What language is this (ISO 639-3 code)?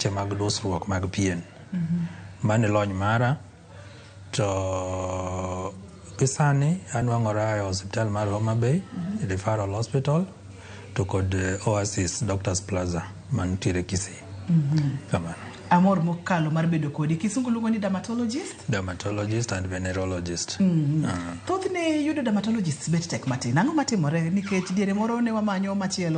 luo